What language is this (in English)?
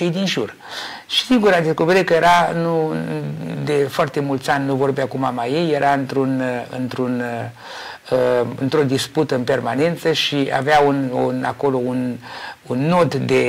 Romanian